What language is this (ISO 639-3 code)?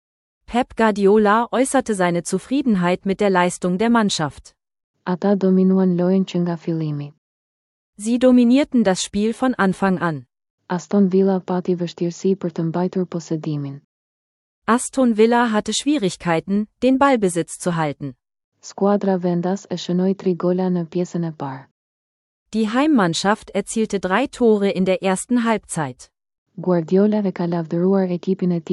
sqi